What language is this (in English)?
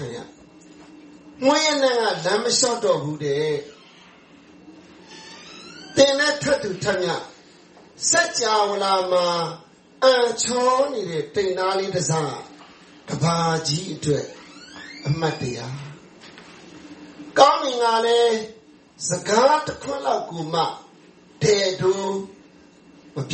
Burmese